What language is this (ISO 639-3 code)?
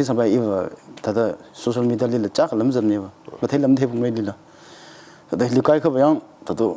nmf